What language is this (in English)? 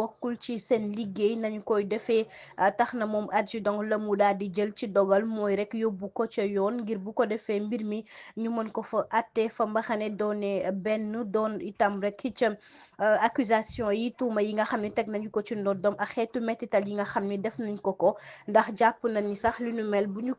Wolof